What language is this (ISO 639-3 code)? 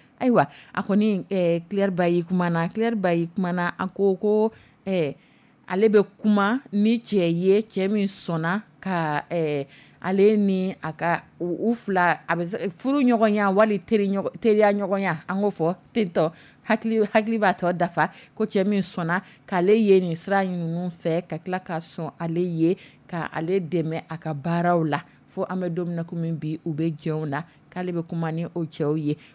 dyu